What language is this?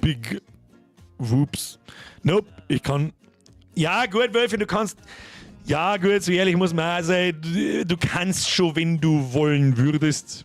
Bavarian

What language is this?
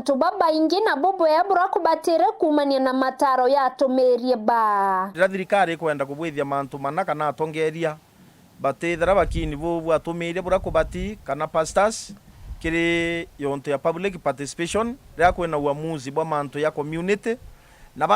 Meru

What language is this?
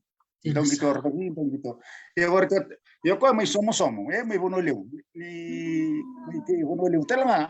Fijian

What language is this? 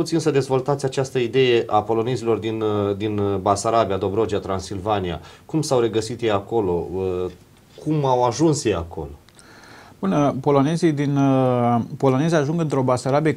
Romanian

